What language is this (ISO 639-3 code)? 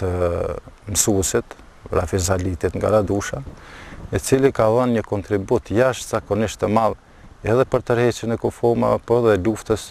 sqi